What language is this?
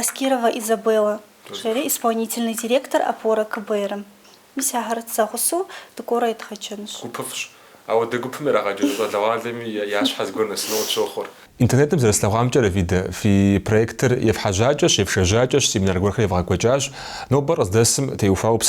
Kabardian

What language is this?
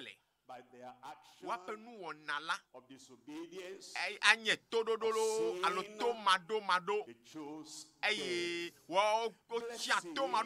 Ewe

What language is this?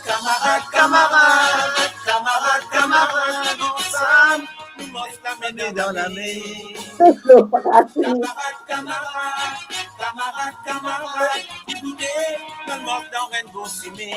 Morisyen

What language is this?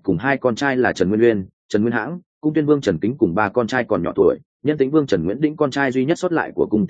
Vietnamese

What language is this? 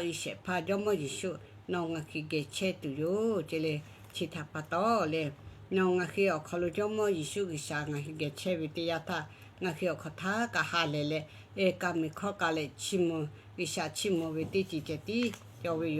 Lahu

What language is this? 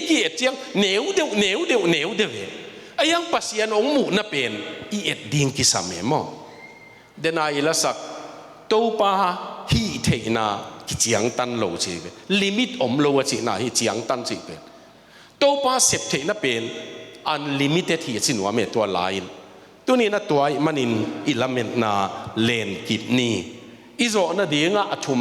Tedim Chin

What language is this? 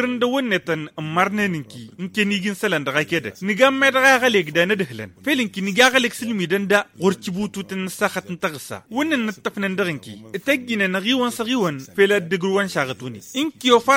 Tamasheq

